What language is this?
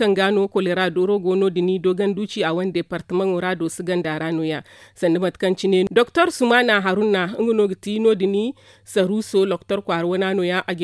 Zarma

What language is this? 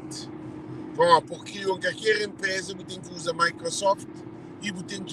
Kabuverdianu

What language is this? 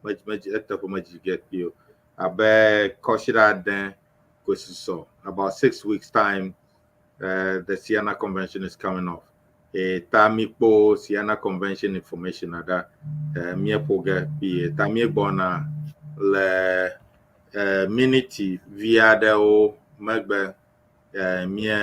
Ewe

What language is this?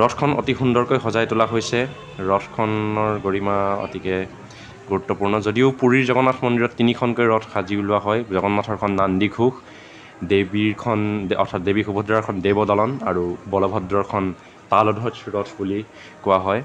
Assamese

